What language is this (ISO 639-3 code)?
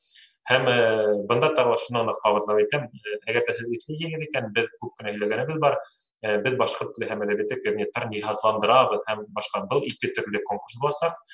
bak